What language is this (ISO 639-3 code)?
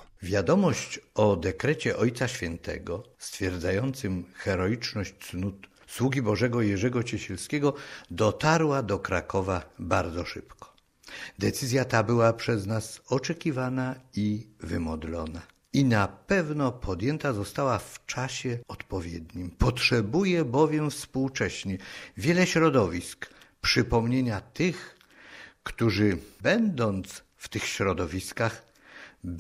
pol